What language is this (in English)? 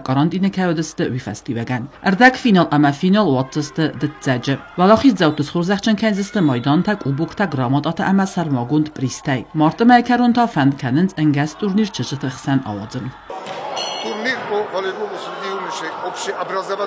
Ossetic